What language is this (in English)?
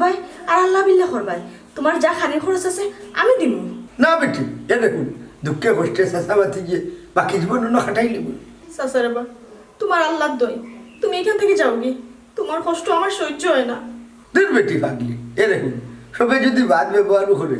Sylheti